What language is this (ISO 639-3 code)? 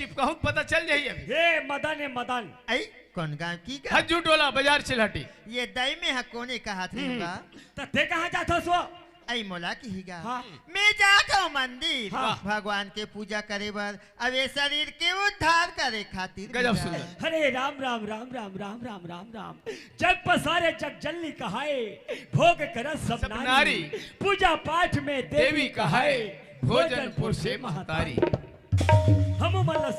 hne